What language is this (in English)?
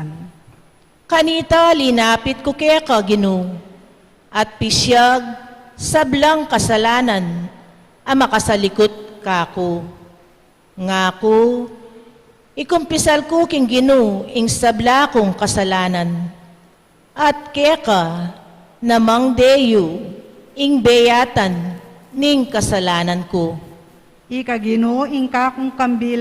Pampanga